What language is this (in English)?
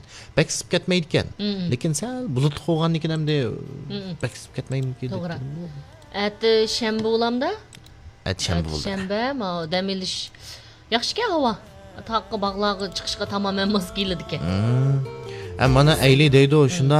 Uyghur